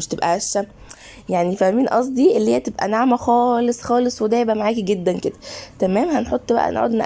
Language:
Egyptian Arabic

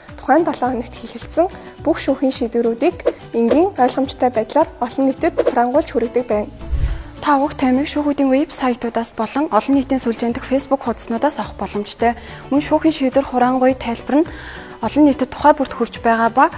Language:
Mongolian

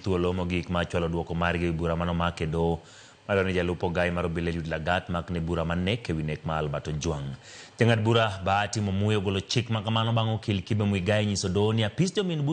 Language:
Luo (Kenya and Tanzania)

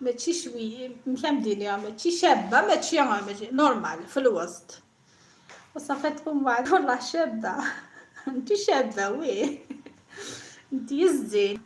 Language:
Algerian Arabic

